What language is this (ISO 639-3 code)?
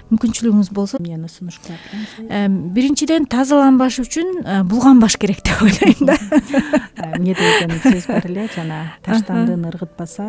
kir